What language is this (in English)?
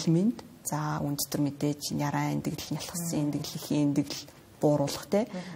Mongolian